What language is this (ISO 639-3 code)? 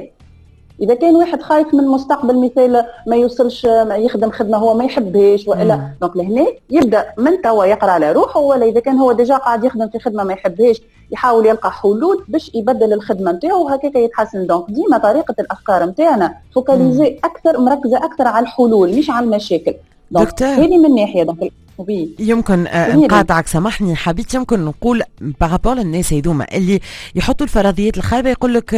aeb